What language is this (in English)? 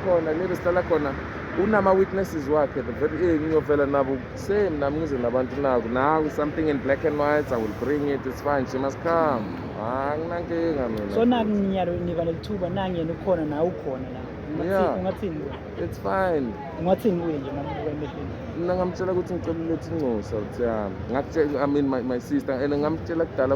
Zulu